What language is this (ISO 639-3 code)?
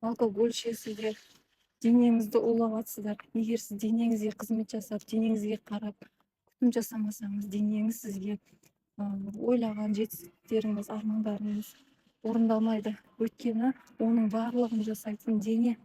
kaz